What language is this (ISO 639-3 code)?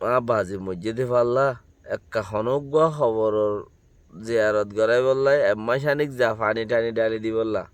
rhg